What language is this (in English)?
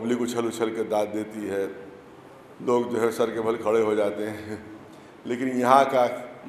Urdu